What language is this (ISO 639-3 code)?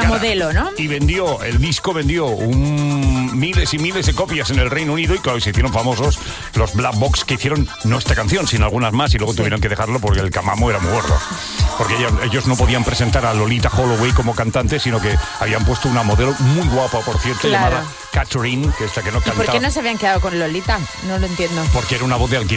spa